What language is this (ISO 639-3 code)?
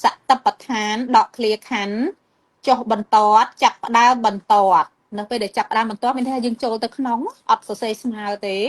khm